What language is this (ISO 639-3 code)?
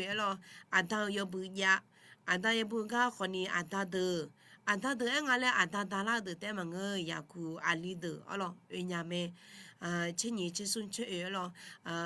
ahk